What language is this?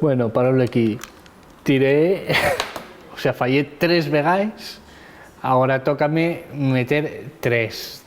Asturian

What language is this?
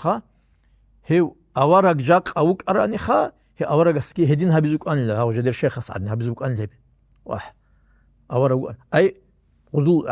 Avaric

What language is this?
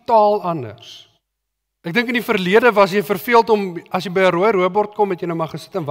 Afrikaans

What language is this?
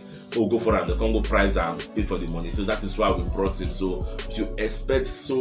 Nigerian Pidgin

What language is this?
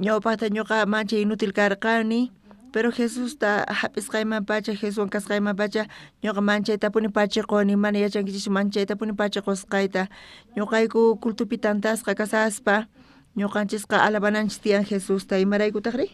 South Bolivian Quechua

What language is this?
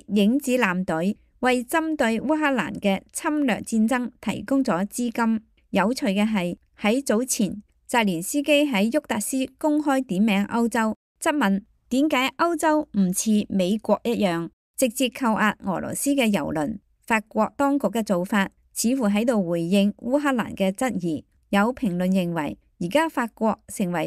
Cantonese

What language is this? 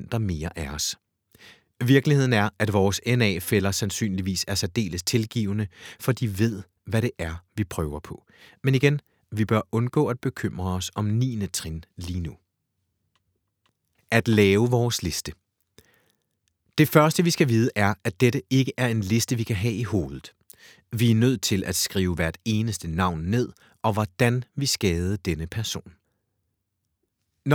Danish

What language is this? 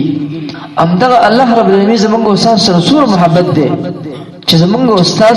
Pashto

